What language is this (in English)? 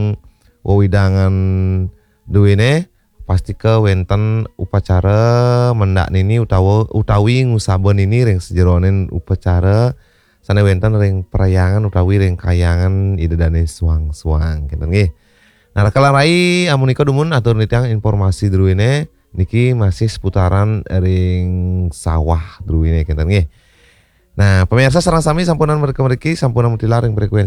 Balinese